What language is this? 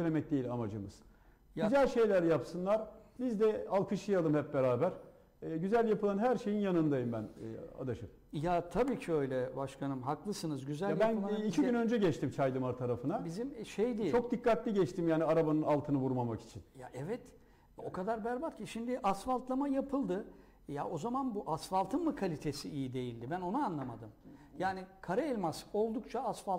Turkish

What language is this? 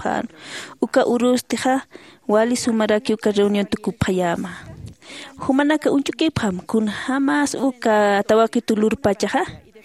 Aymara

